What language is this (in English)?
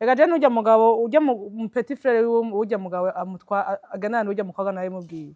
Rundi